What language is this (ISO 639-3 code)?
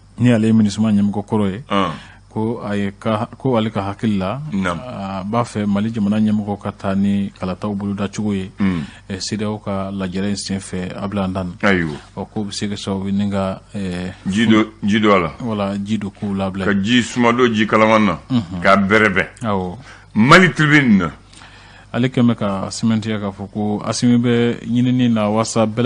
bam